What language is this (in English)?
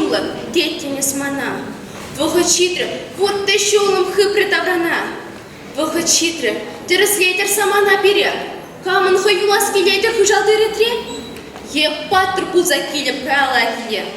Chuvash